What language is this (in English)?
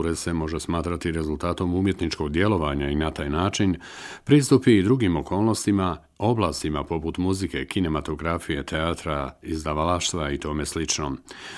Bosnian